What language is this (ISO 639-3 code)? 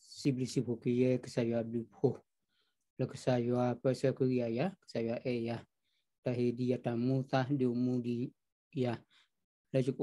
ksw